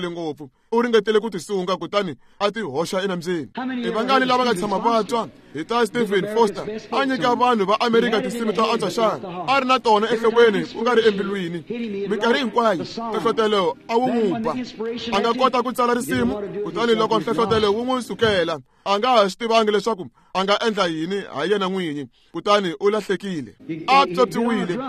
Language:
Tsonga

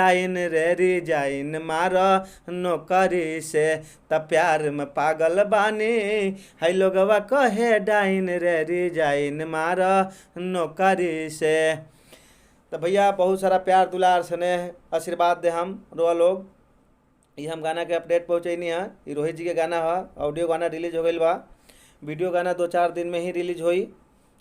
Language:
Bhojpuri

